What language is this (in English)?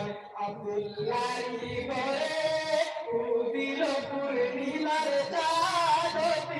Sylheti